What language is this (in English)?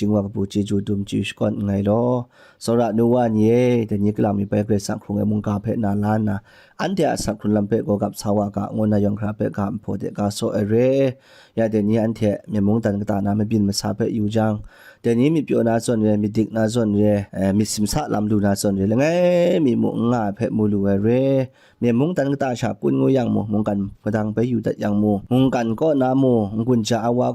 Kachin